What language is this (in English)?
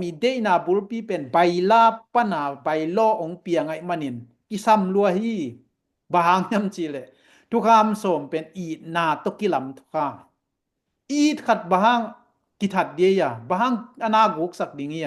Tedim Chin